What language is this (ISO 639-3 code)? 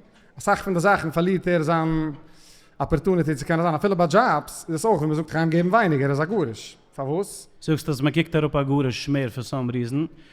yid